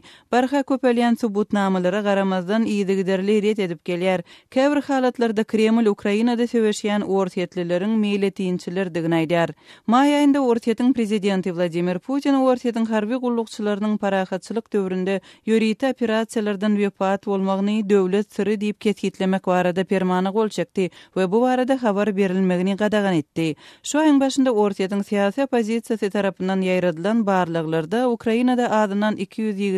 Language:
Turkmen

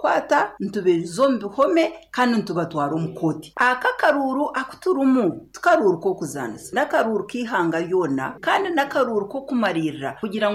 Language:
Nyoro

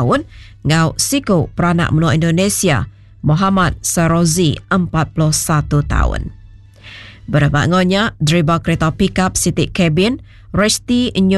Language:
Iban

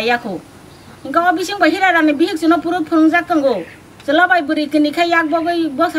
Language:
Kok Borok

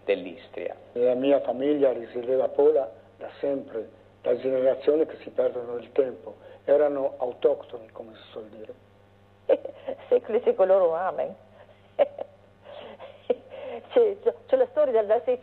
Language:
Italian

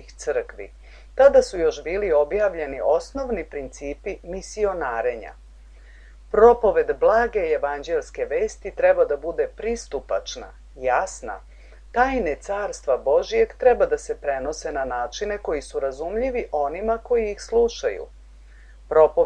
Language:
Serbian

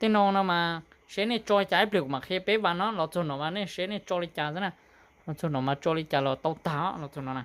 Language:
Hmong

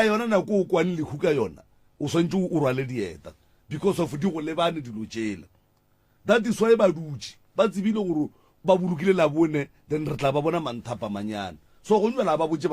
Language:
Northern Sotho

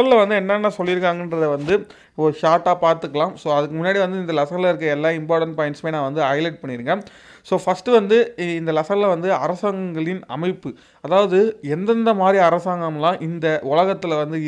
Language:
Tamil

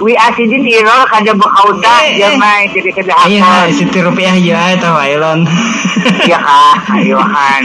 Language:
Banjar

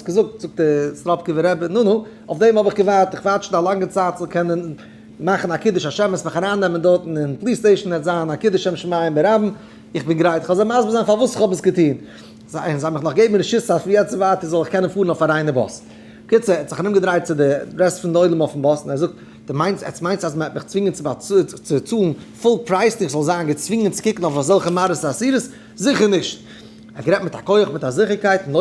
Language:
Yiddish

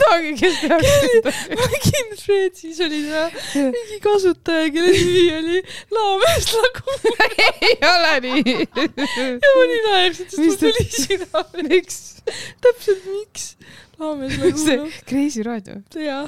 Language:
Estonian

